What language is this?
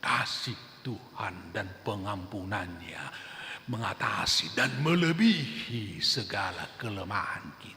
Batak Toba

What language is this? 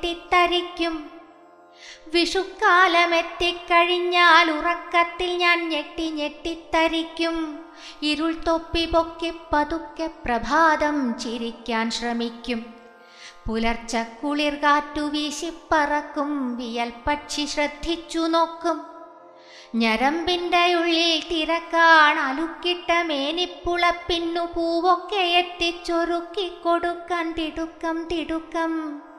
Malayalam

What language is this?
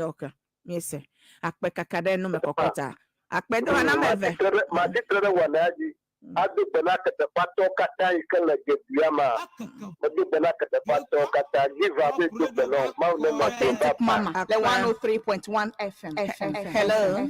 Ewe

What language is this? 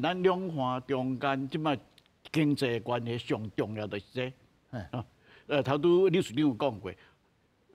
Min Nan Chinese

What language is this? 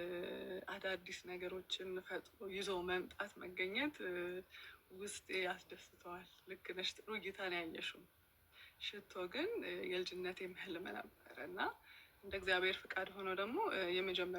Amharic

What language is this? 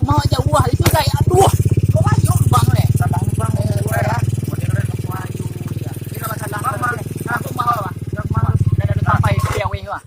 Minangkabau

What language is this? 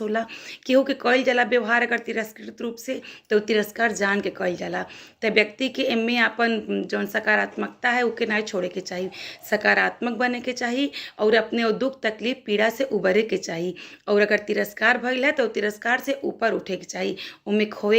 Bhojpuri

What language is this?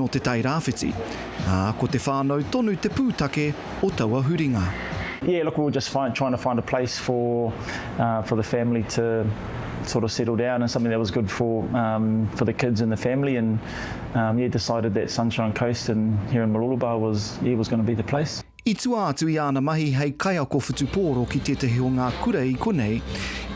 Māori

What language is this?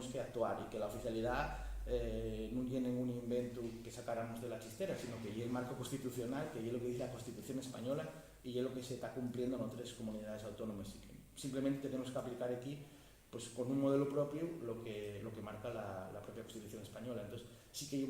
Asturian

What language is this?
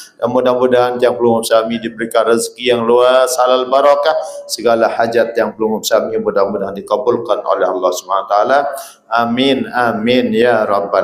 Sasak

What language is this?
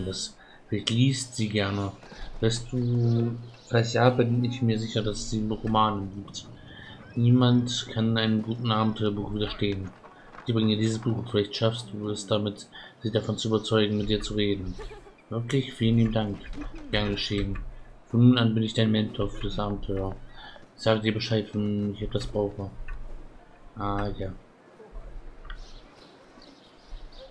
German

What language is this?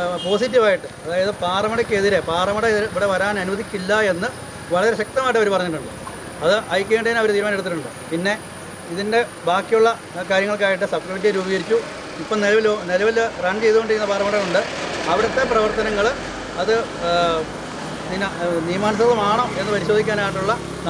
Malayalam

